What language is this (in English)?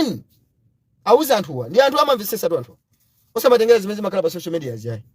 Nyanja